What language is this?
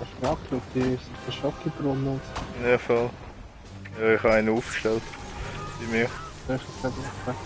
Swiss German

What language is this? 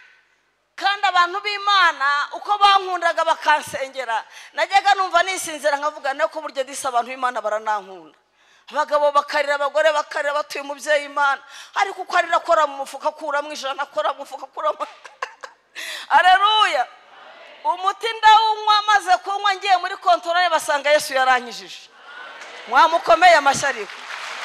Kinyarwanda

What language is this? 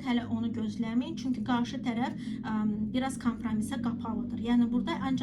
Azerbaijani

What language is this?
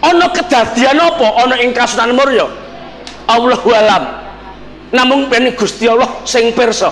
Javanese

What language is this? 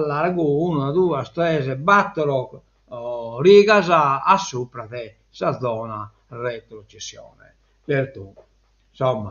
Sardinian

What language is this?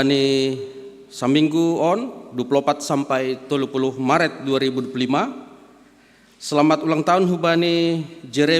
Batak Simalungun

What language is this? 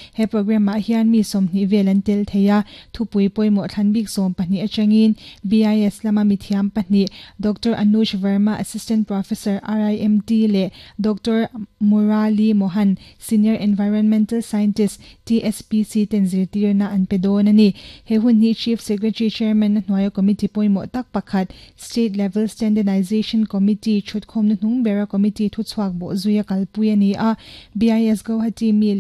Mizo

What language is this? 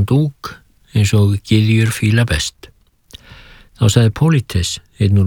Icelandic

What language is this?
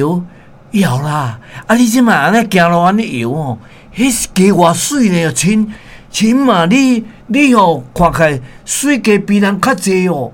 Min Nan Chinese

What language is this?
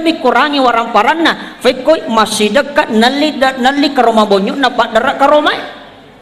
Buginese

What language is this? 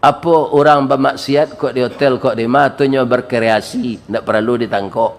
Minangkabau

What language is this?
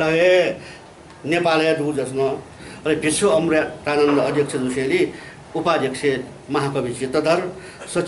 Newari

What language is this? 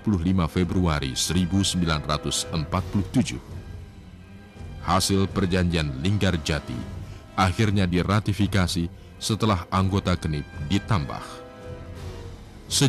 Indonesian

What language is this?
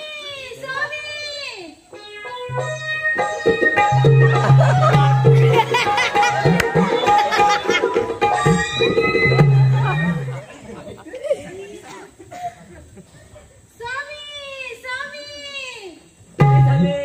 Marathi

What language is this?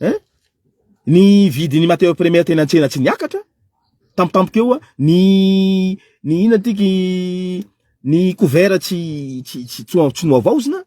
Malagasy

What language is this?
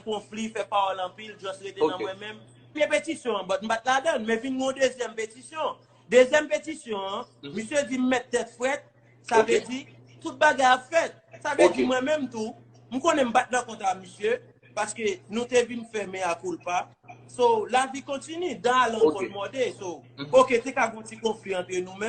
Haitian Creole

